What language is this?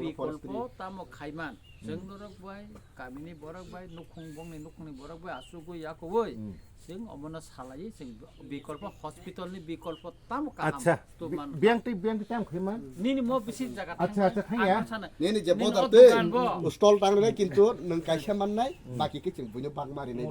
Kok Borok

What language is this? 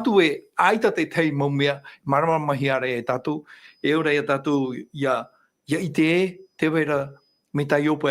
Tahitian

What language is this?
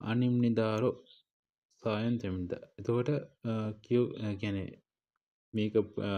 Sinhala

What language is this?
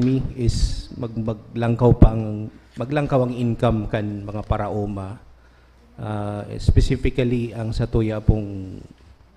Bikol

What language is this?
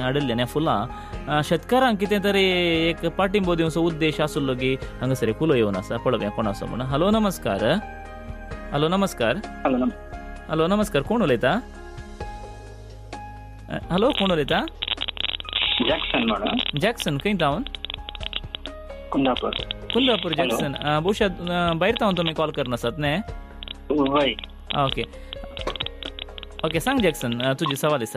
Konkani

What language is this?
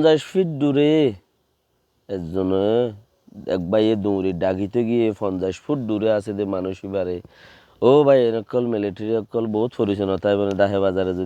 Rohingya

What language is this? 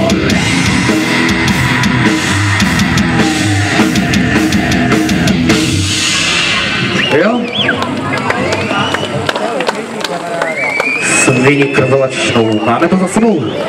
Czech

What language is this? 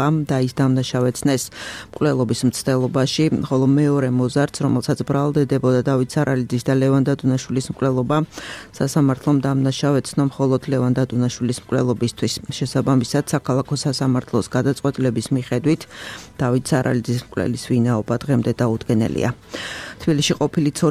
Georgian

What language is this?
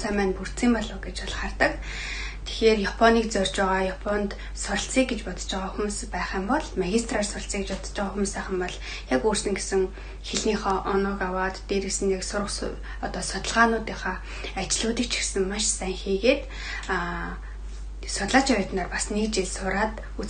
Mongolian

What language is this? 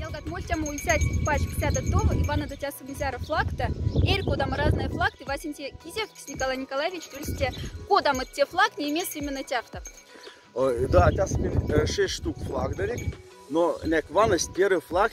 Moksha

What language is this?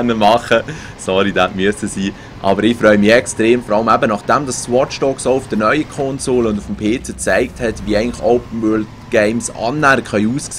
Swiss German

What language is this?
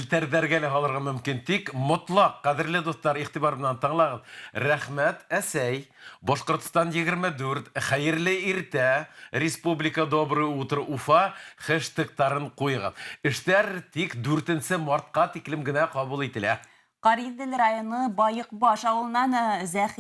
Bashkir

